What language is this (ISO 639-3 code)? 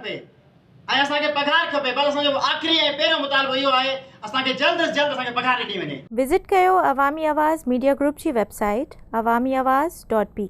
snd